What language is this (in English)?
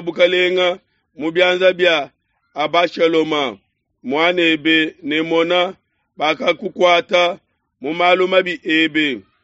Luba-Lulua